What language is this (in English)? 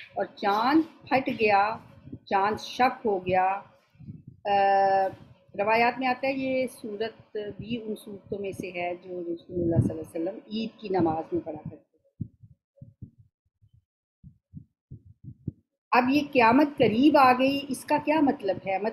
Urdu